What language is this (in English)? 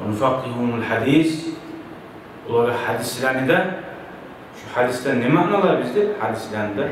Kumyk